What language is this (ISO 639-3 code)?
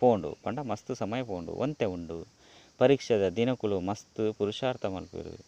tcy